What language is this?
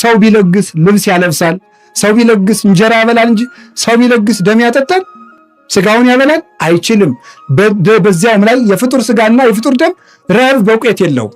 Amharic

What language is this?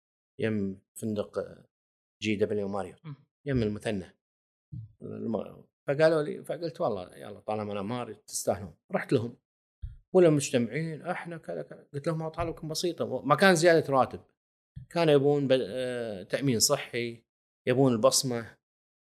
Gulf Arabic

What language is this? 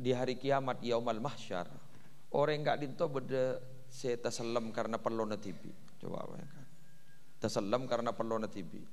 Madurese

